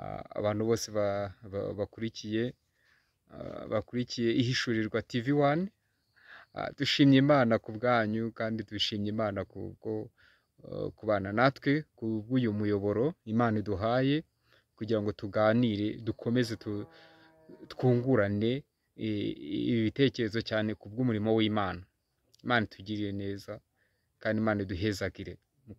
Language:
Kinyarwanda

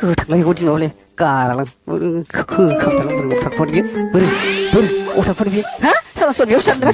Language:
Bodo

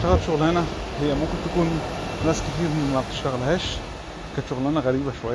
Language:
Egyptian Arabic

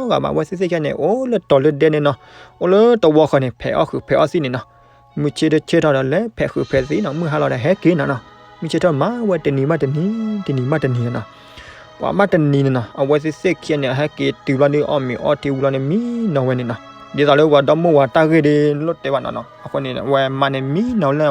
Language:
S'gaw Karen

